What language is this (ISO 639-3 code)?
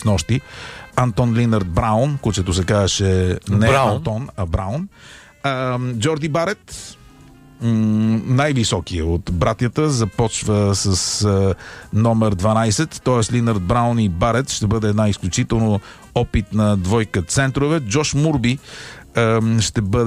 bul